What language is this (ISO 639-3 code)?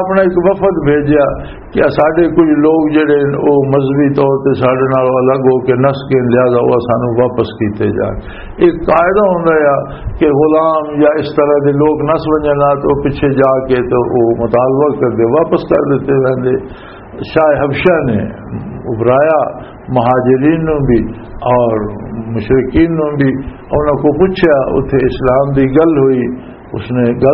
lah